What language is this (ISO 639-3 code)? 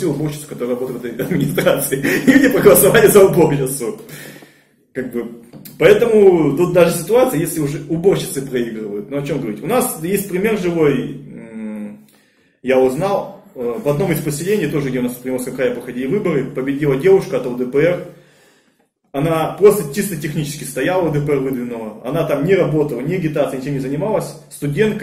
rus